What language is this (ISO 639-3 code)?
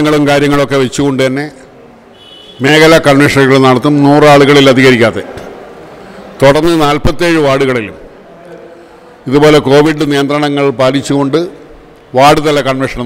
mal